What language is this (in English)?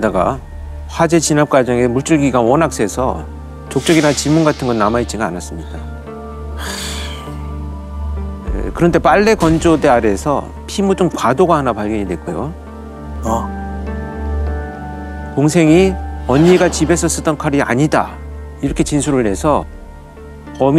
Korean